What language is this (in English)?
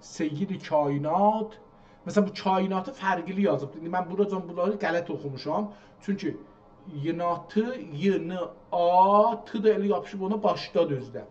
South Azerbaijani